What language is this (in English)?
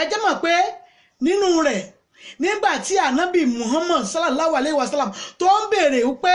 Yoruba